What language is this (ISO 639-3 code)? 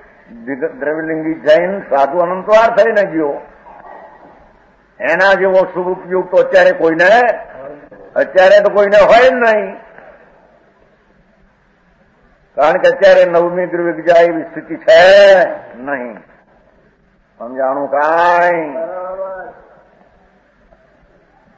guj